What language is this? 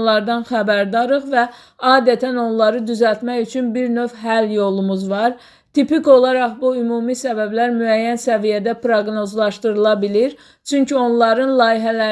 Azerbaijani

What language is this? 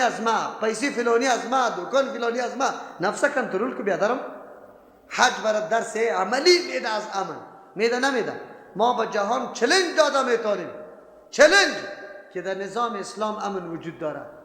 Persian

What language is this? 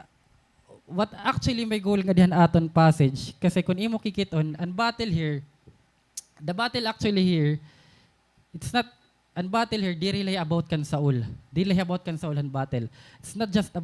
Waray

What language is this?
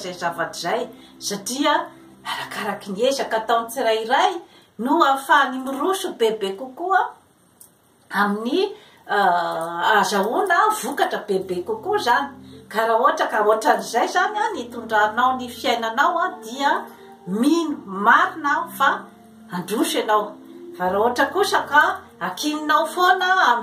Malagasy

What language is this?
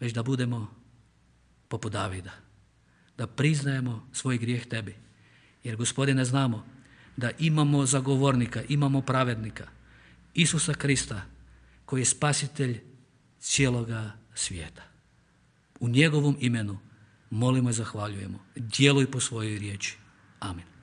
Croatian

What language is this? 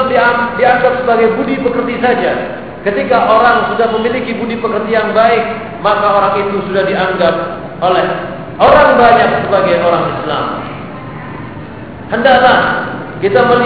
Indonesian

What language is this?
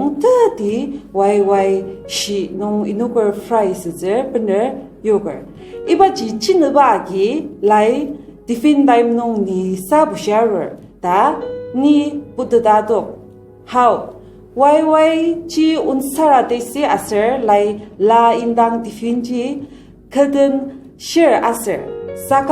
Ao Naga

